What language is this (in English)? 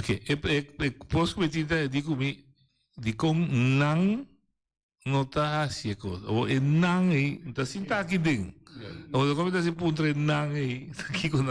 Papiamento